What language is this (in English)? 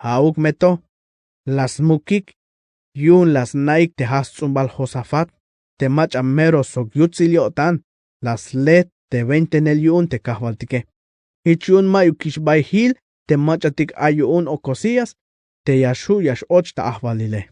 Tzeltal